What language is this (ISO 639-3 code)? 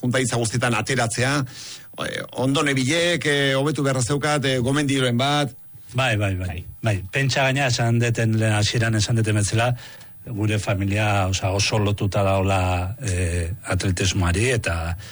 eus